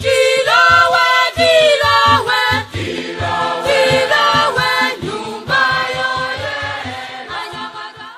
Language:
Nyanja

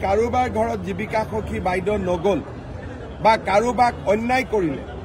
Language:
Assamese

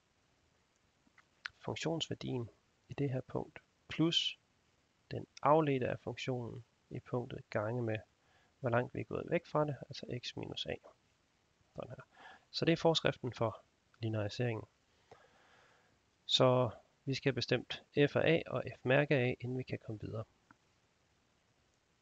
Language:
Danish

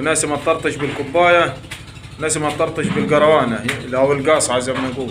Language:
Egyptian Arabic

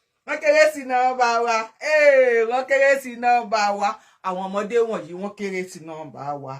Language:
Yoruba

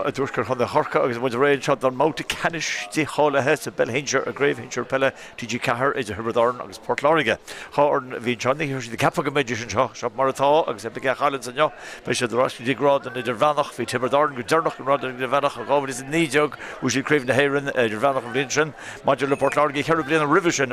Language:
Irish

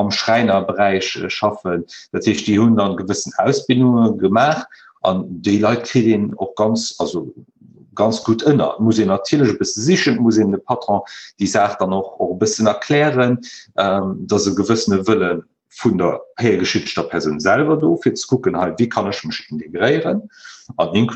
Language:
Luxembourgish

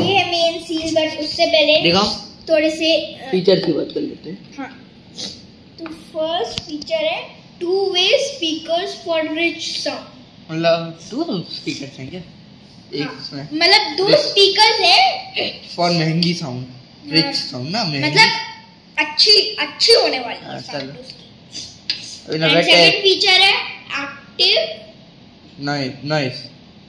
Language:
Hindi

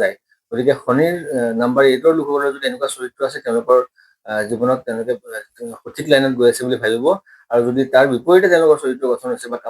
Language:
Assamese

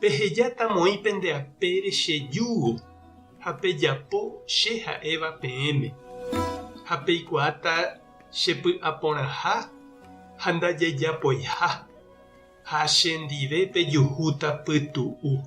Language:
Guarani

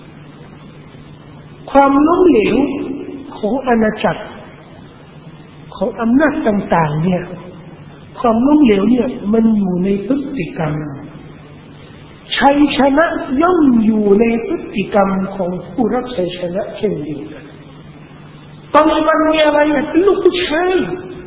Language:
Thai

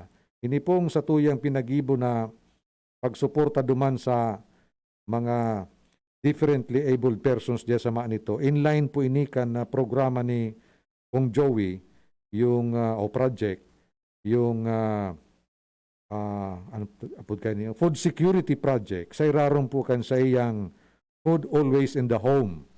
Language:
Bikol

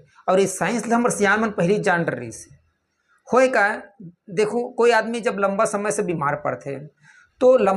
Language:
Chhattisgarhi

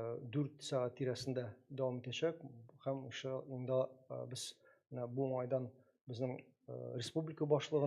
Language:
Tatar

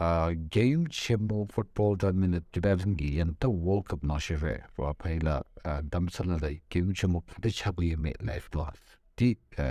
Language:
Tibetan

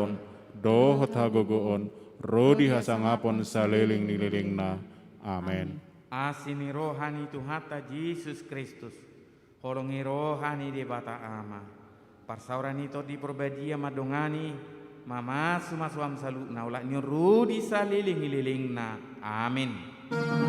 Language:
Batak Toba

